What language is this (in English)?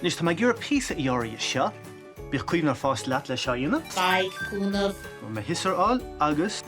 Irish